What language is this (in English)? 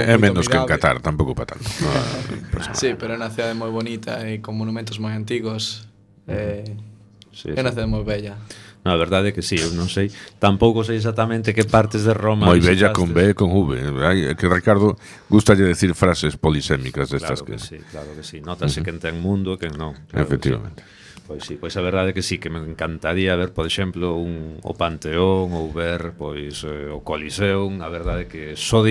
Galician